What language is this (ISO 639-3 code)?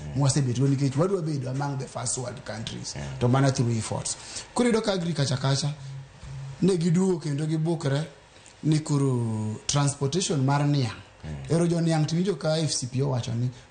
luo